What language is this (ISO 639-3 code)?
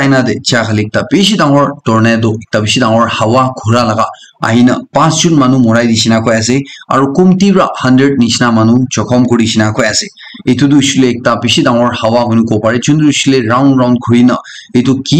nag